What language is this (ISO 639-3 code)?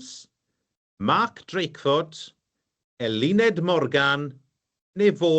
cym